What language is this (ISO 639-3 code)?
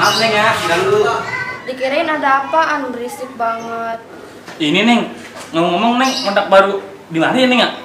bew